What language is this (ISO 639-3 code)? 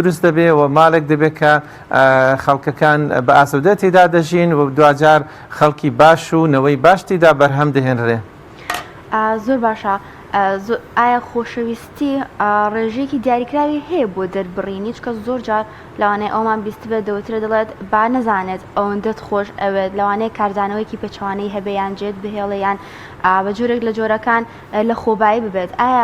ckb